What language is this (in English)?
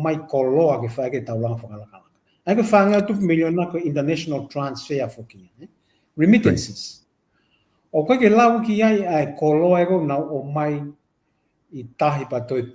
Tongan